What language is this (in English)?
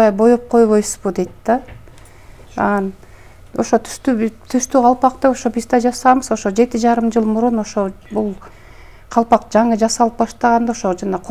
Kyrgyz